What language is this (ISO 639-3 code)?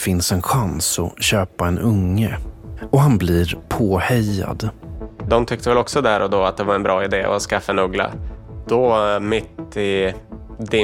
swe